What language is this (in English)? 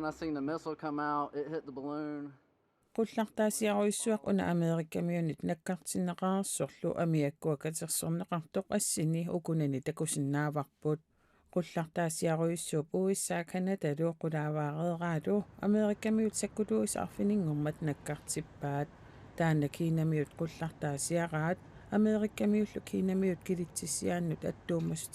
Kalaallisut